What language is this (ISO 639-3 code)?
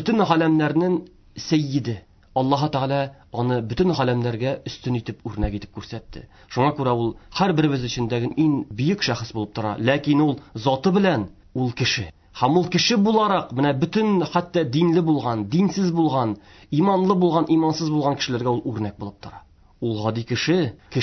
tat